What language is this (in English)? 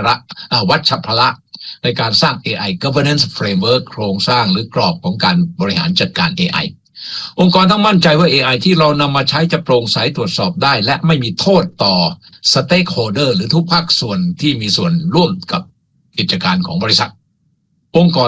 Thai